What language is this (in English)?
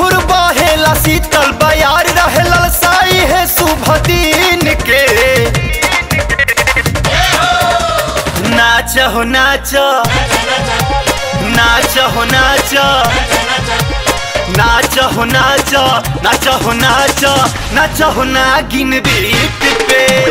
Bhojpuri